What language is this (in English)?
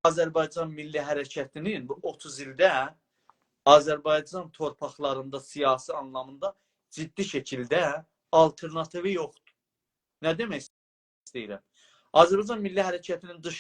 South Azerbaijani